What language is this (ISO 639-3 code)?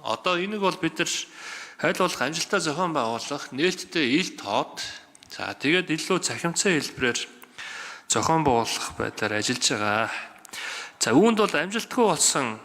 mon